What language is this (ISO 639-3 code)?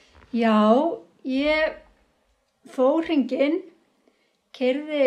isl